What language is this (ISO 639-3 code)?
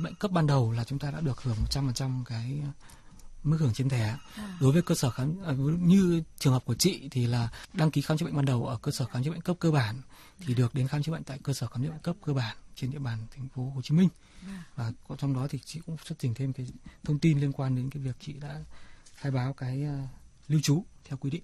vie